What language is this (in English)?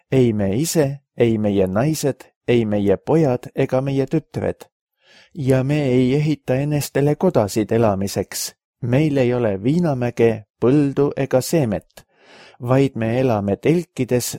Estonian